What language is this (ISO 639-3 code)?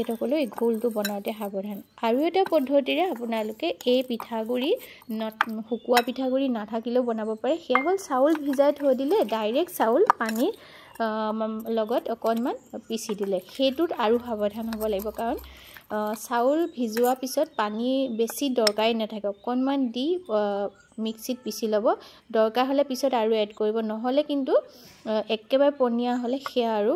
asm